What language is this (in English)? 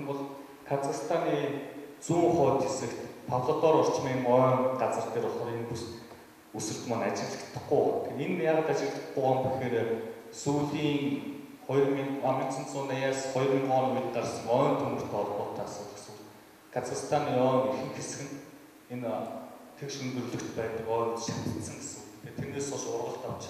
Mongolian